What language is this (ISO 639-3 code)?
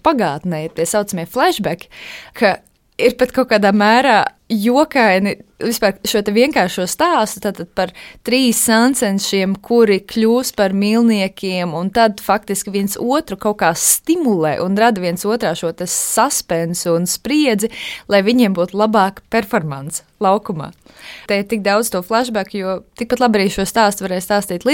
lav